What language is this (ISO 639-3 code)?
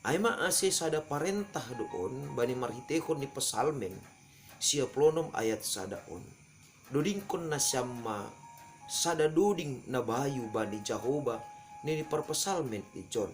bts